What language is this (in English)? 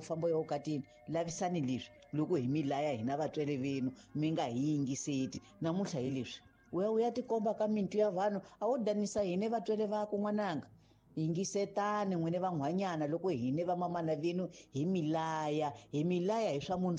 Tsonga